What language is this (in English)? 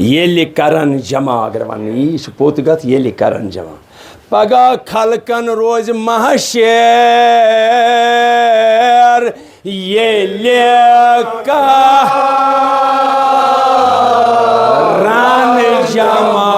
Kashmiri